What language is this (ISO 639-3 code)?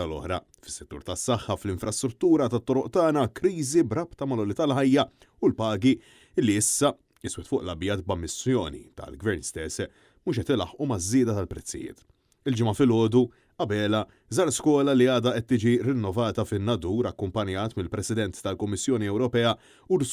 mlt